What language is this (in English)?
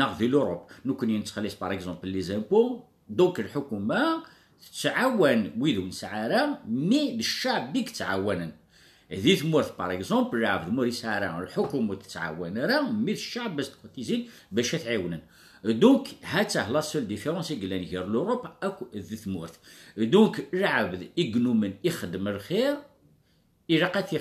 Kabyle